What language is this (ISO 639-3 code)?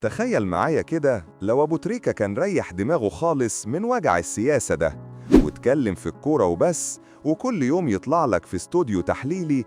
arz